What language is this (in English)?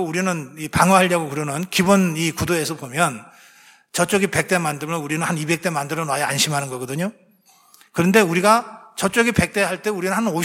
Korean